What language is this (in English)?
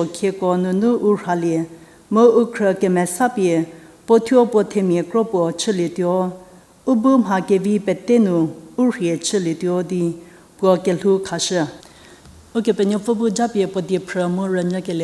Angami Naga